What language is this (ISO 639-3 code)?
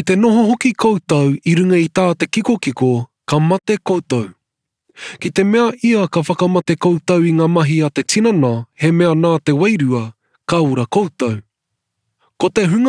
mri